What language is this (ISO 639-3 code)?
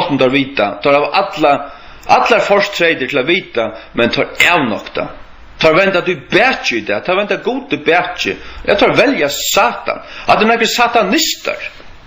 fao